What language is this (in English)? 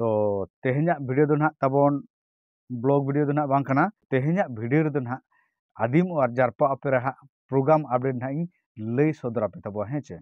Santali